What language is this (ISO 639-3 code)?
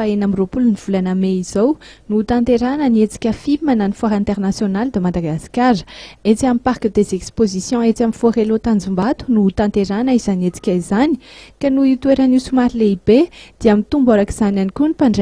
mlg